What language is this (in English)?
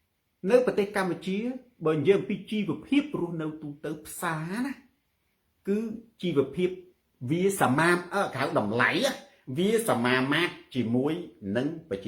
Khmer